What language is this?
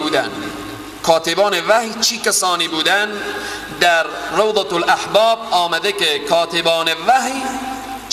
Persian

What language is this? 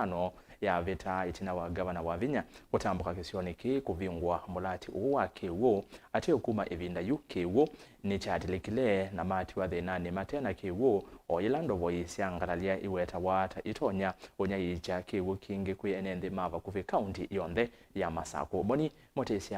Kamba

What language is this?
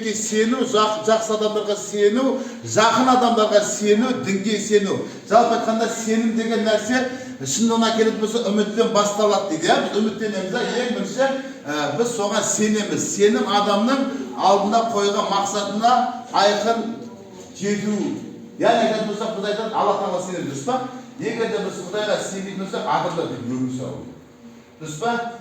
Kazakh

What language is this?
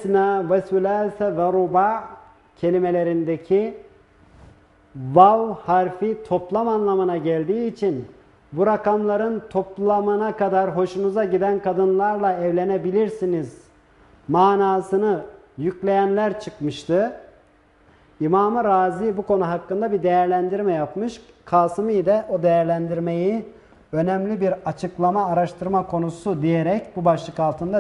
Turkish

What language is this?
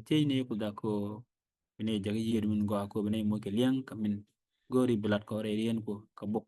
Nuer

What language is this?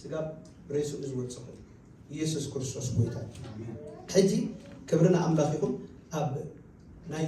Tigrinya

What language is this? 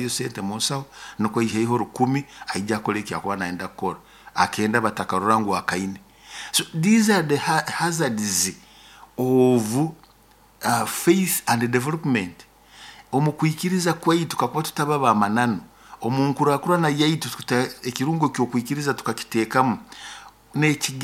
Nyoro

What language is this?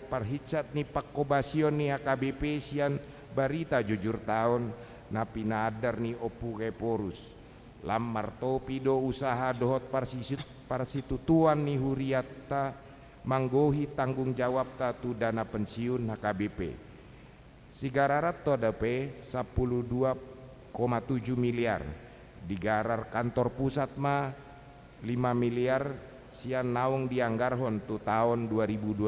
Batak Toba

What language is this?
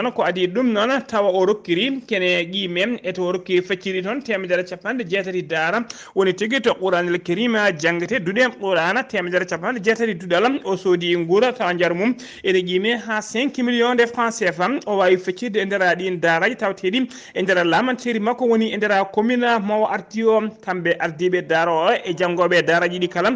Fula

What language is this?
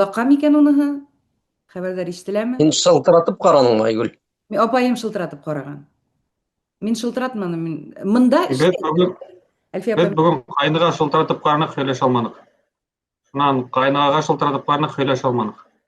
Bashkir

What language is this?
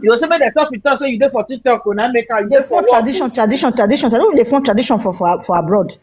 Nigerian Pidgin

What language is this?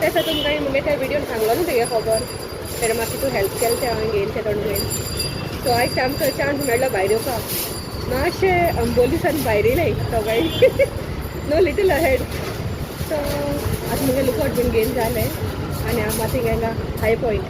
Konkani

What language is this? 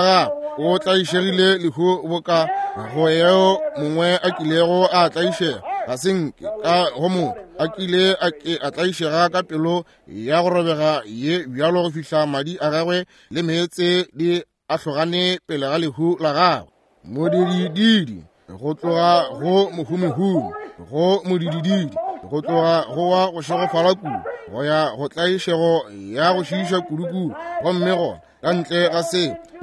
Northern Sotho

